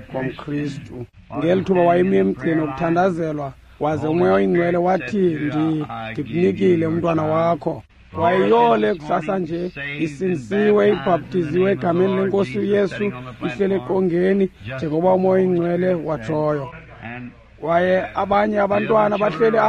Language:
Xhosa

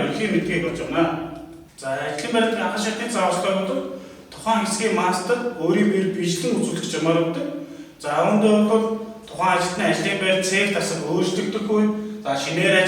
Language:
Mongolian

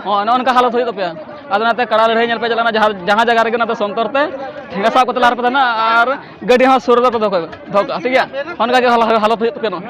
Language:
Santali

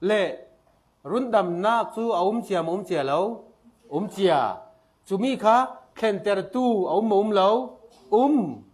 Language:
Falam Chin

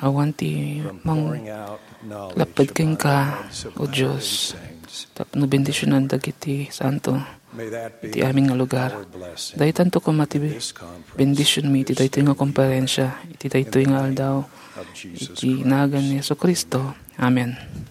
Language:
Iloko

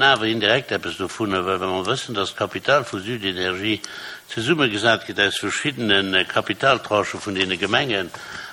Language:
Luxembourgish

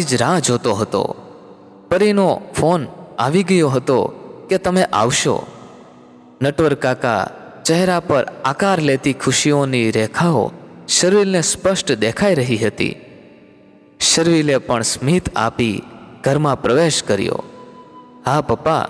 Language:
Gujarati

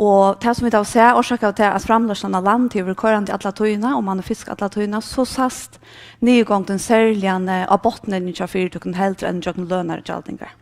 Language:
Faroese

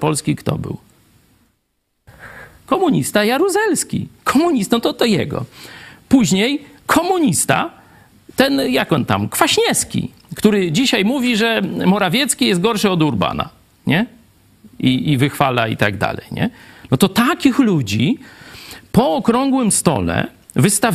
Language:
Polish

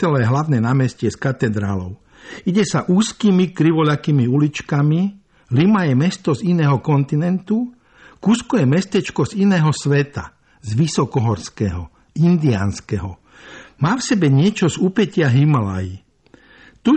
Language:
Slovak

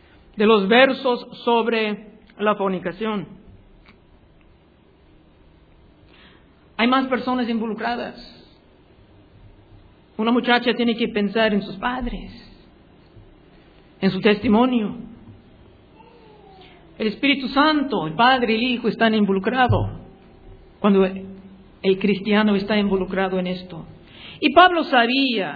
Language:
Spanish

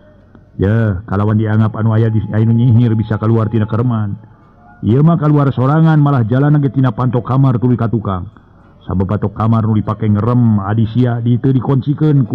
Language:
Sundanese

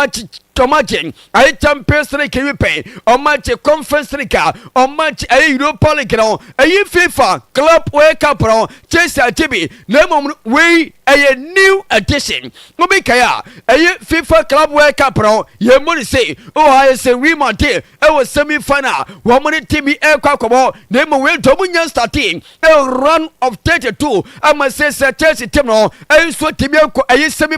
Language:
Akan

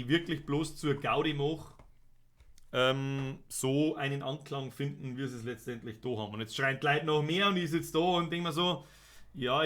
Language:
Bavarian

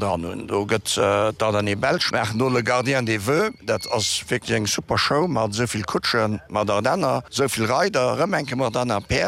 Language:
Luxembourgish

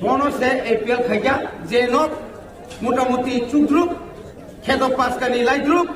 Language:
Kok Borok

